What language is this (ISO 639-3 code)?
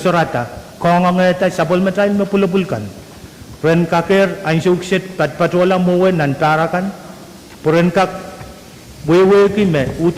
pon